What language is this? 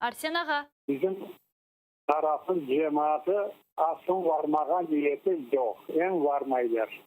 Crimean Tatar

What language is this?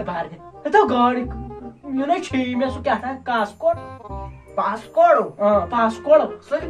Kashmiri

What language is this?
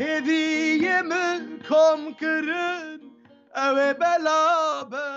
Kurdish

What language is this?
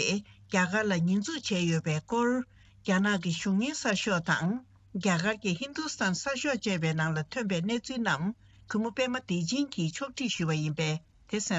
Tibetan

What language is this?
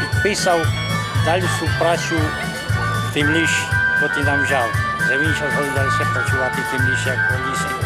Rusyn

